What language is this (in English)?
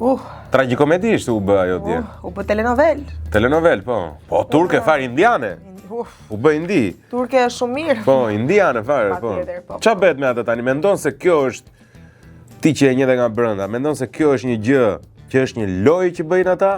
Albanian